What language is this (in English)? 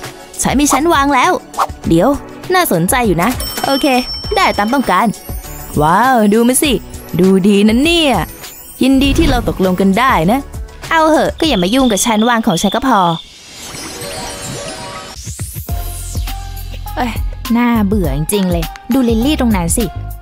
Thai